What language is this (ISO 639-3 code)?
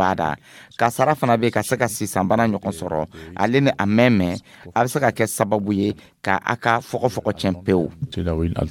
dyu